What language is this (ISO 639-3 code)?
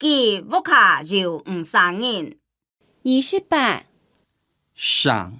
hak